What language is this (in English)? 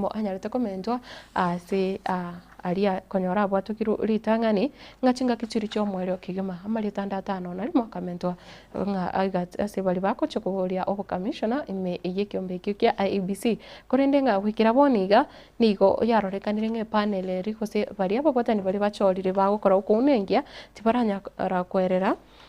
Gusii